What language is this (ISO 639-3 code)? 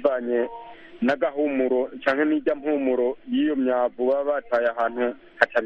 kin